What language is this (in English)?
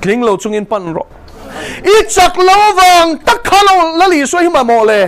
Mizo